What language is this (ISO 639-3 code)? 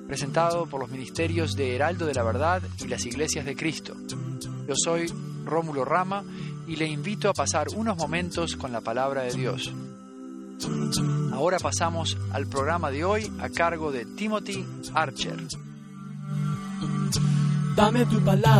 spa